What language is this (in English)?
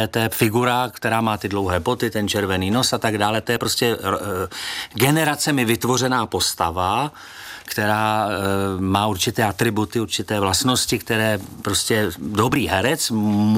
Czech